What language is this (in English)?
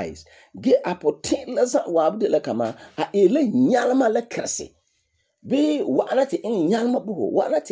Frafra